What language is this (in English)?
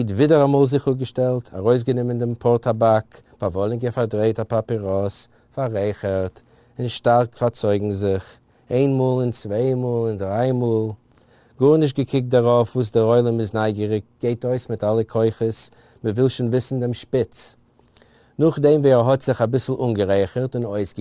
Yiddish